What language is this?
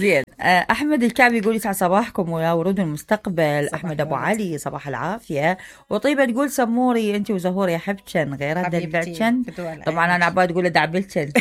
Mesopotamian Arabic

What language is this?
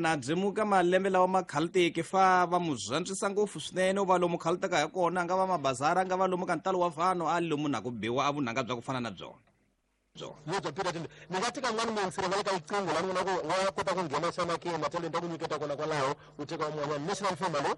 Tsonga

